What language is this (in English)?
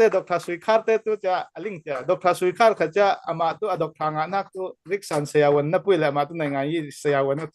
Falam Chin